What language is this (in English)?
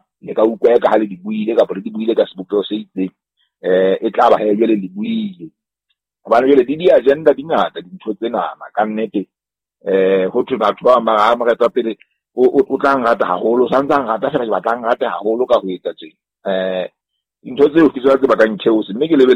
Southern Sotho